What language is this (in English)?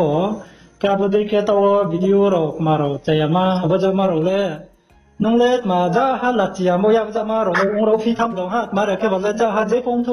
Riang (India)